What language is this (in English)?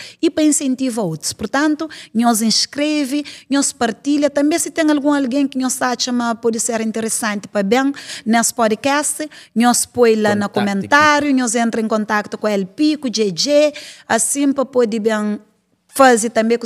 Kabuverdianu